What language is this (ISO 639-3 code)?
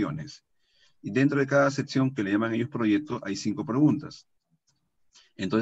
spa